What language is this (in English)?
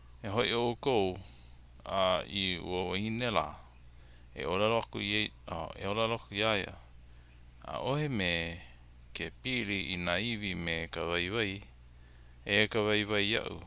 Hawaiian